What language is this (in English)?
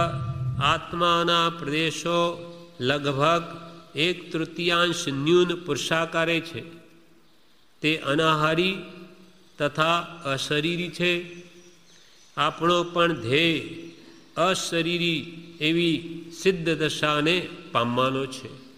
Gujarati